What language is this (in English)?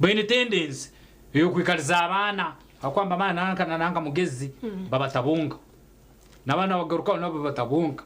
Nyankole